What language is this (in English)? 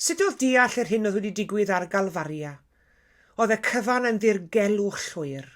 Welsh